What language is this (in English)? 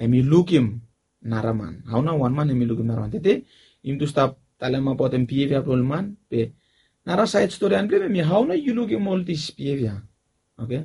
Bislama